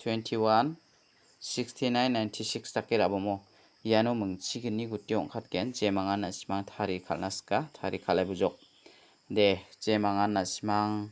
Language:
Garo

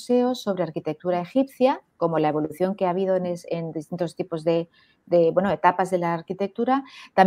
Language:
Spanish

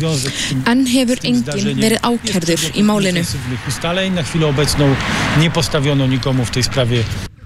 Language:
Icelandic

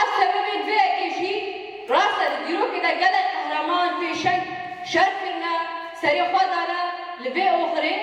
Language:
Kurdish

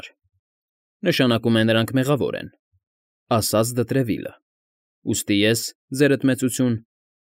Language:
Armenian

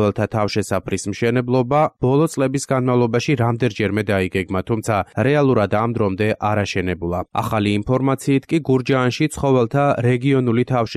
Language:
Georgian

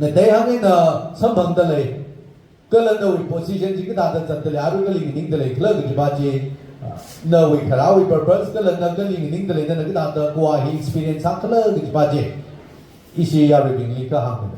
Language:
Tangkhul Naga (India)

